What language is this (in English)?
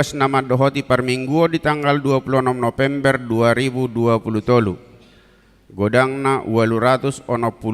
Batak Toba